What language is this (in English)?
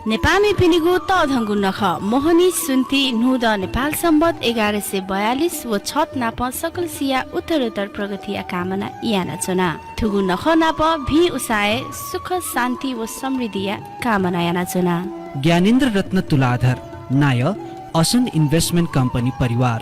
Newari